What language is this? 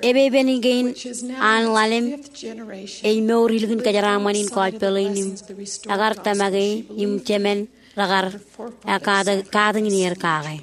Marshallese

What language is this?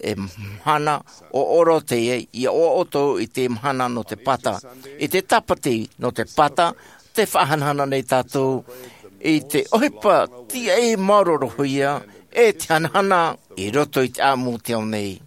Tahitian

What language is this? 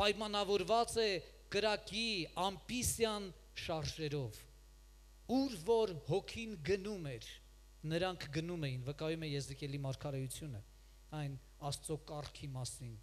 Armenian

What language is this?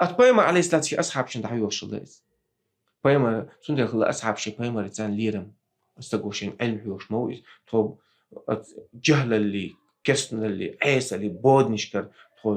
Chechen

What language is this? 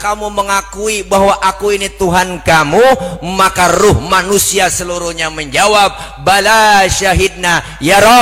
Betawi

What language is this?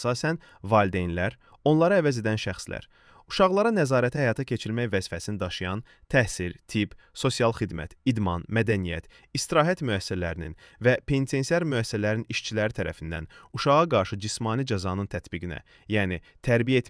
Azerbaijani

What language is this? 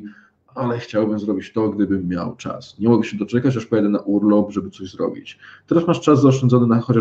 Polish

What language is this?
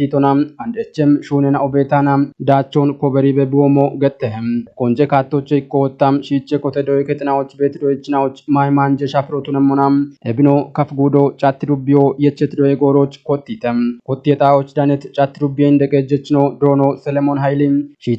Kafa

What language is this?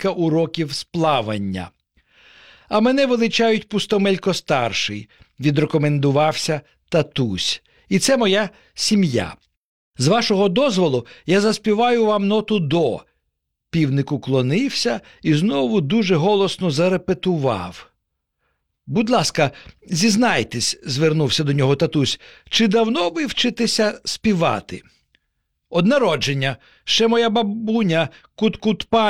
Ukrainian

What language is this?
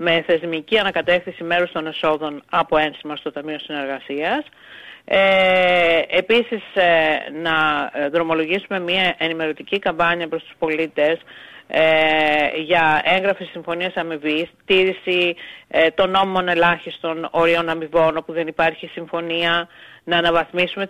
Greek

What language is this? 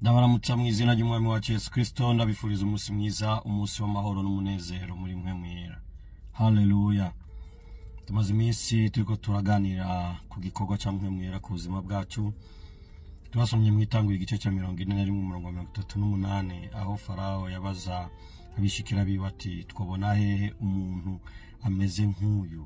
Rundi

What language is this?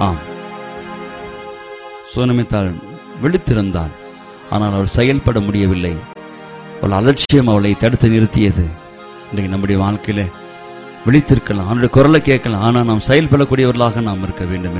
Tamil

